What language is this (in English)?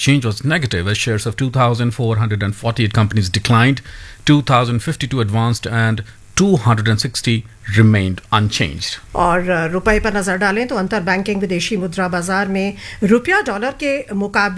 Hindi